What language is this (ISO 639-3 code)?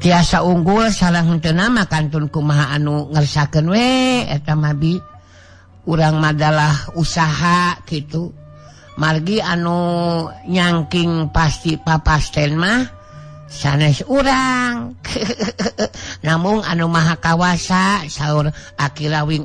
sun